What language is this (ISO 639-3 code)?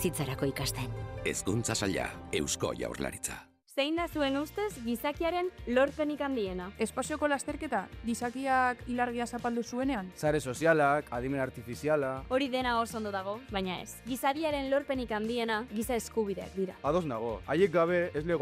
eus